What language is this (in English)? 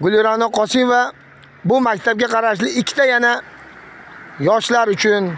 Uzbek